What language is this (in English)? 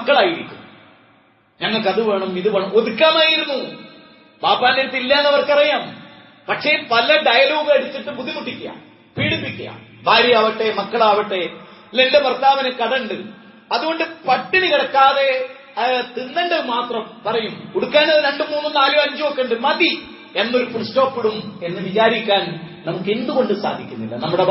Malayalam